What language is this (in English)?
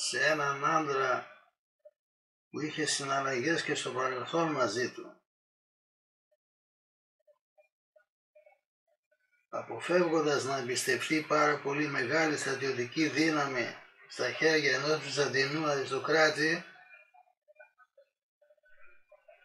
Greek